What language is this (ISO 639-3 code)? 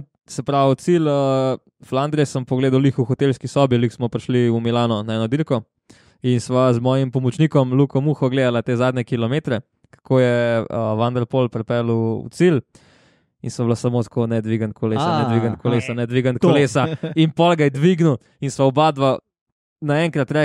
slv